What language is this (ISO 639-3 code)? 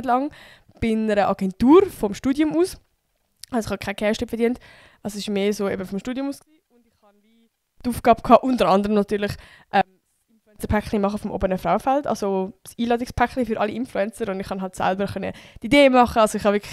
gsw